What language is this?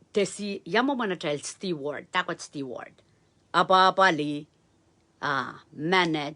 Pohnpeian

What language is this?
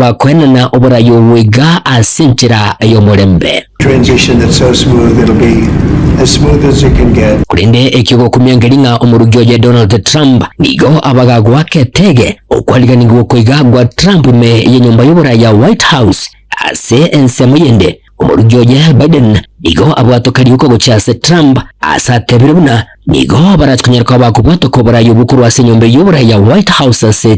Gusii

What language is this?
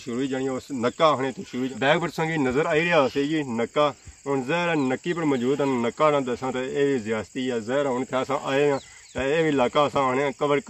Pahari-Potwari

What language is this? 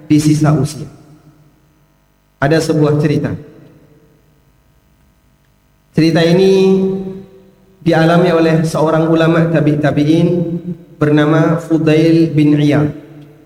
Indonesian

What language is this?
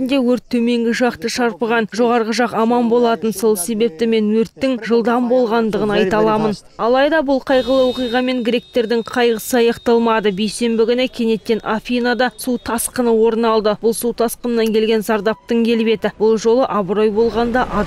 Kazakh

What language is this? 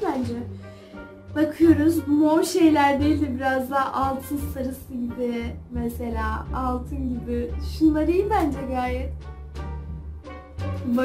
Turkish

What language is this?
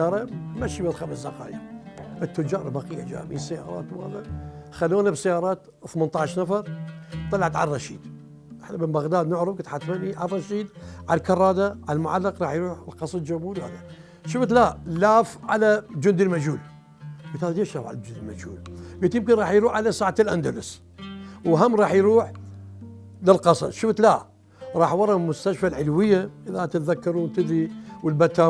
Mesopotamian Arabic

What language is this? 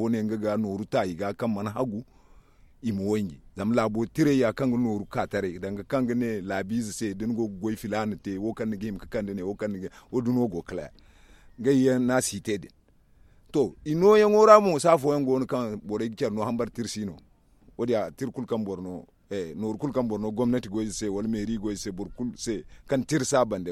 Zarma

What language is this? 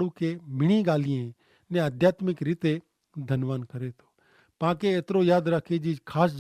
Kachhi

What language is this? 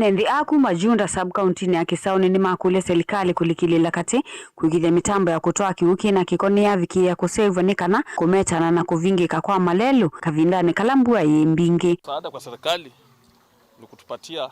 Kamba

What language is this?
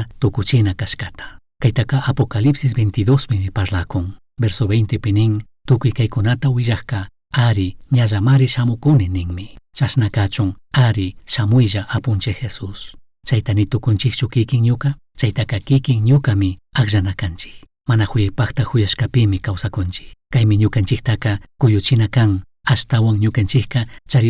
Chimborazo Highland Quichua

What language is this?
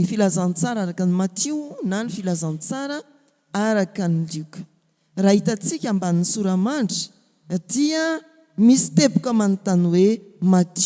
Malagasy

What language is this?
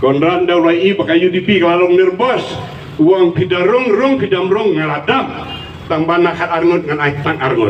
Khasi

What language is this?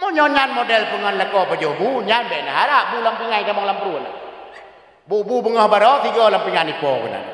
Achinese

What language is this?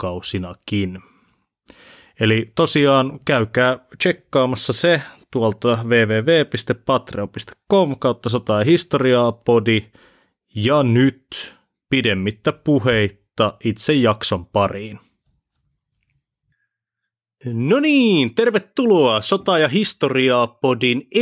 Finnish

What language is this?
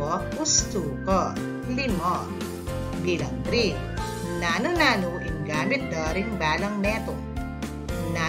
Pampanga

